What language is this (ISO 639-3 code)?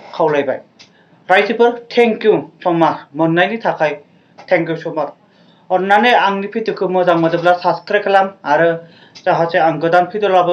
brx